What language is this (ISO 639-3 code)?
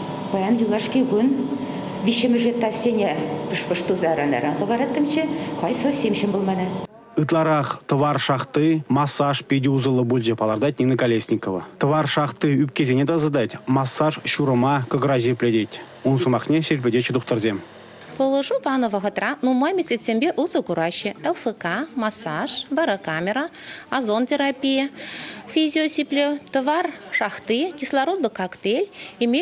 chv